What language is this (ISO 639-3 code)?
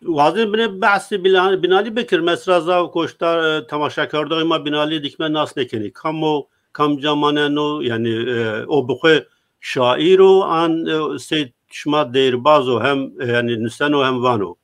zza